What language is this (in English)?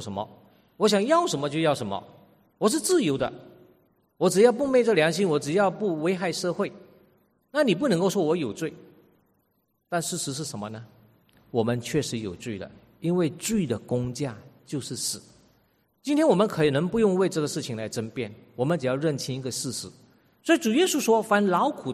Chinese